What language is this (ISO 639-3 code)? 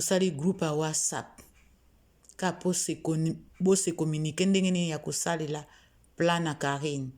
lin